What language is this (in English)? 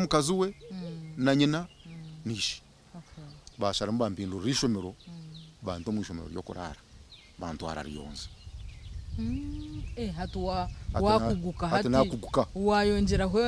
Nyankole